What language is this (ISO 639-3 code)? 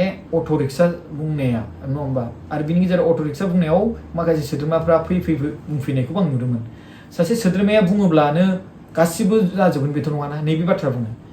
brx